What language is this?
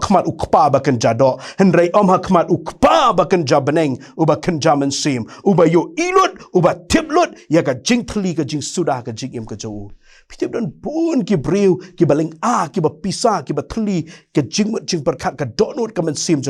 Khasi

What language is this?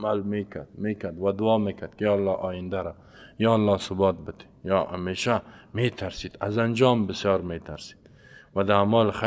Persian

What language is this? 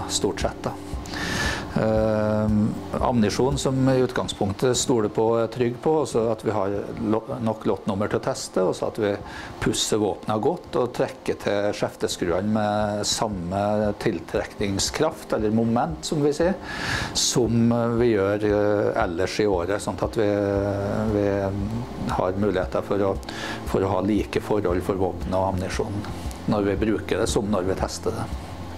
Norwegian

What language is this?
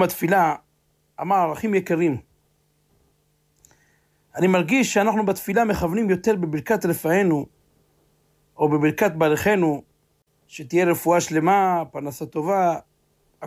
Hebrew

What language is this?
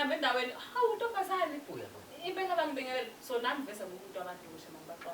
Zulu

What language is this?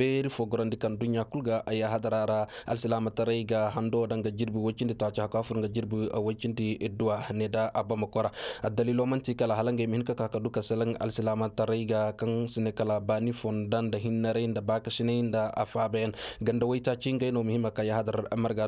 Koyraboro Senni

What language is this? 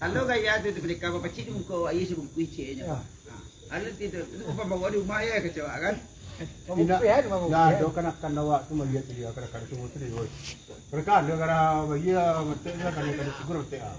Minangkabau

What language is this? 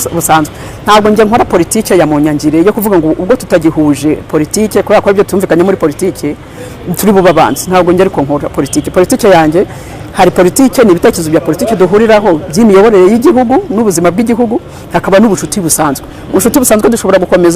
Kinyarwanda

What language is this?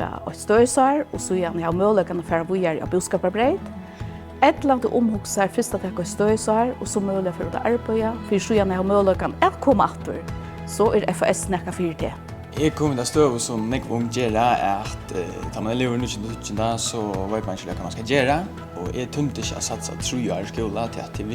Faroese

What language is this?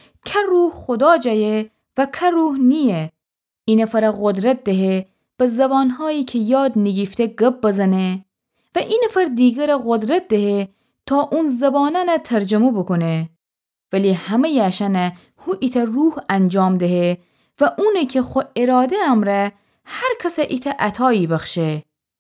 Gilaki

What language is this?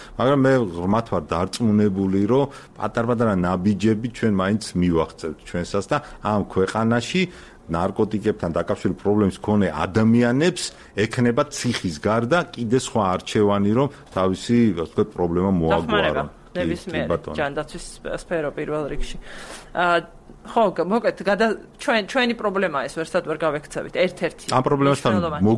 Georgian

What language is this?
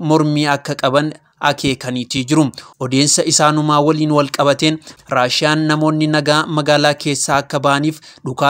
Oromo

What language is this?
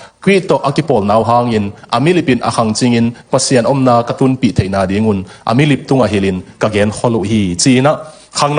Tedim Chin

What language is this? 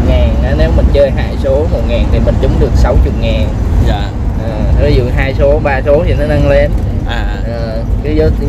Vietnamese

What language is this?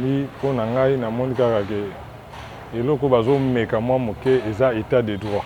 Lingala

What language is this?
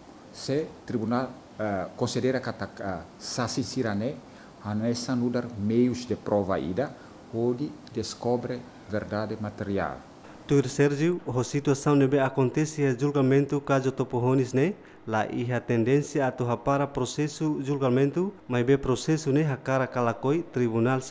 Tetum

